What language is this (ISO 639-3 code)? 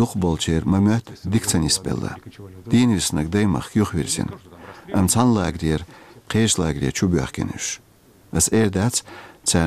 che